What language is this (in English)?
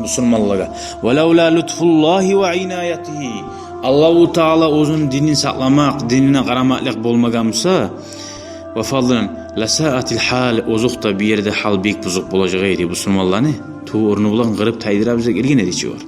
Kumyk